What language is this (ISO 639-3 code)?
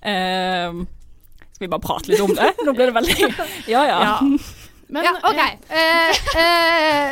nor